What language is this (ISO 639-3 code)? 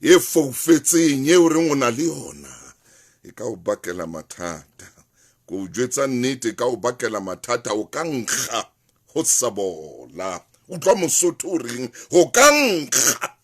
sot